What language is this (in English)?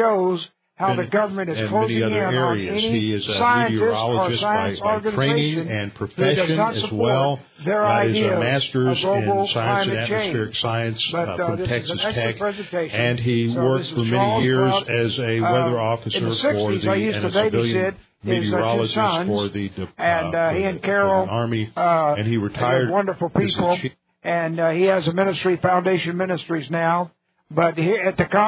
English